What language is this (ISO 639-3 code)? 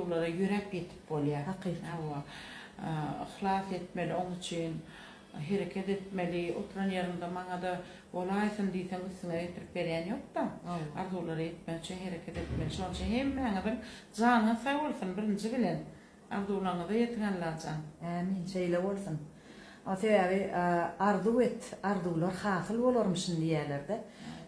tuk